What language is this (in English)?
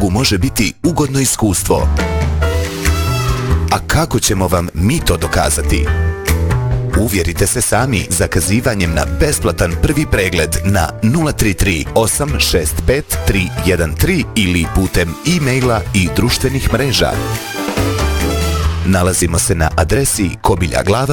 Bosnian